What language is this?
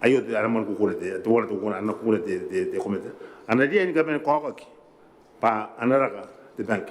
Gilbertese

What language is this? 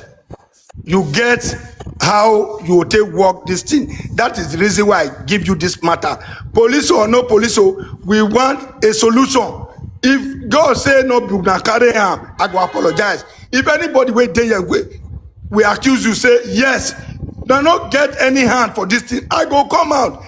Nigerian Pidgin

